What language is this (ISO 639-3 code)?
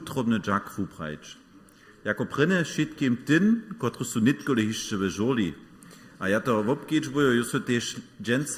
hsb